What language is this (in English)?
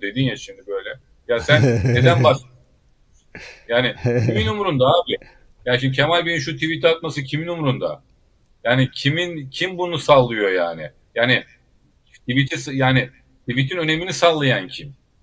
Turkish